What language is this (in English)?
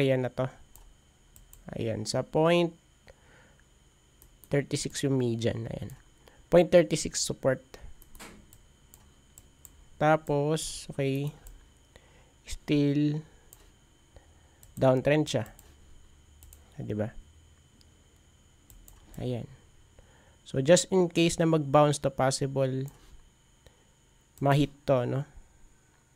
Filipino